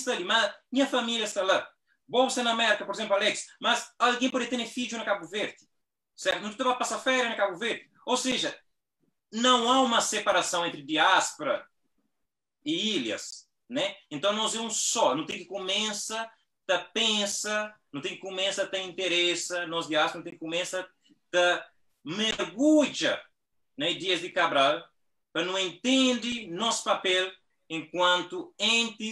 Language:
Kabuverdianu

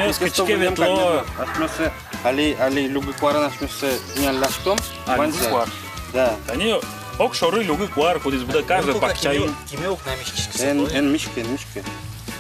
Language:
Udmurt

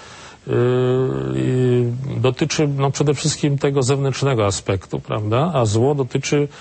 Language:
Polish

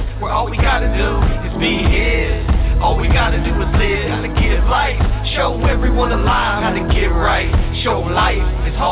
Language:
English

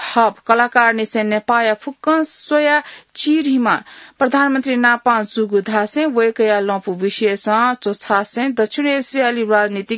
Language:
Newari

